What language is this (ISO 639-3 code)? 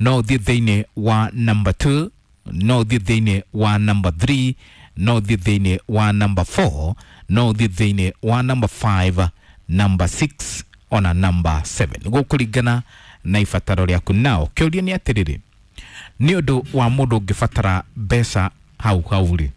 kik